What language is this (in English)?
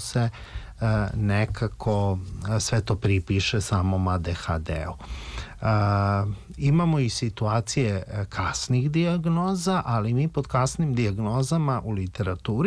Serbian